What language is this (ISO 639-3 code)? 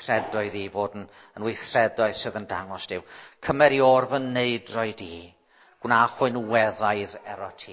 cym